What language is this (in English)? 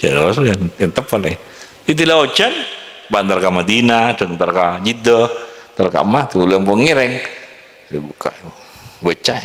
Madurese